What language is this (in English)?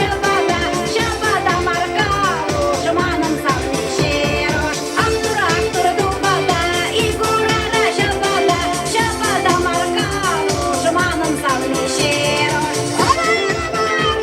Chuvash